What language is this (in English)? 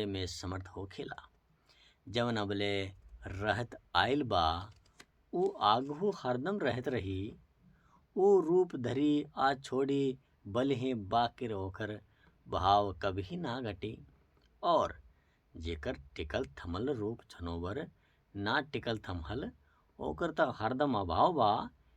Bhojpuri